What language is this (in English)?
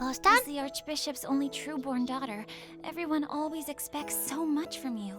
Swiss German